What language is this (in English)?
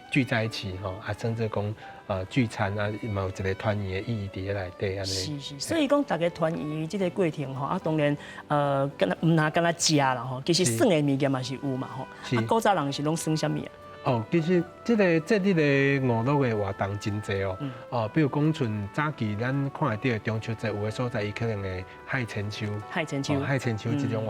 Min Nan Chinese